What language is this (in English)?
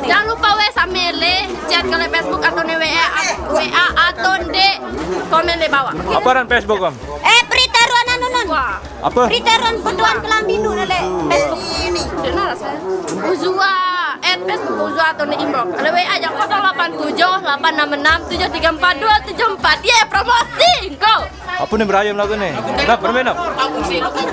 Sasak